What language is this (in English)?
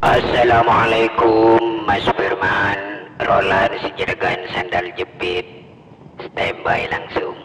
Madurese